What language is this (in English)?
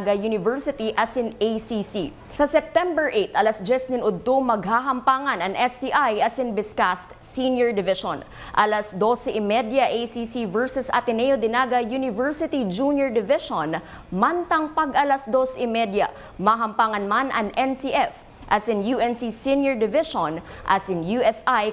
Bikol